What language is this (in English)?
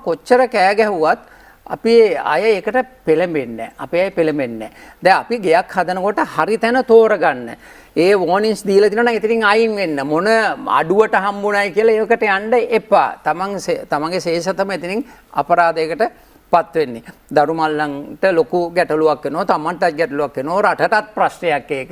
Sinhala